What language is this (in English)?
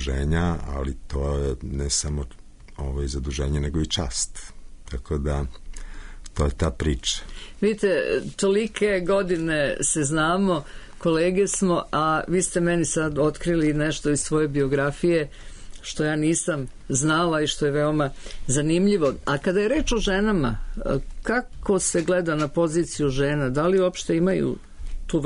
Serbian